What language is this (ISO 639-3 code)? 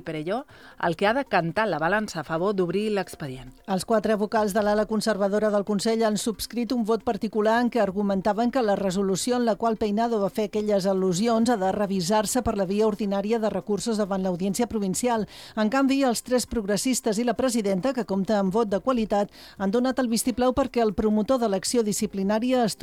cat